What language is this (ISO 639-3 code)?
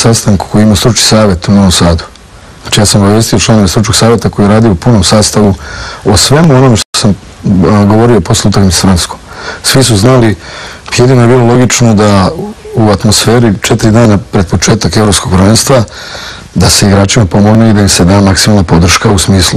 srp